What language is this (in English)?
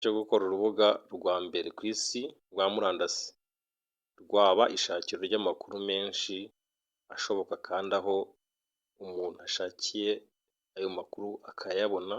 Kinyarwanda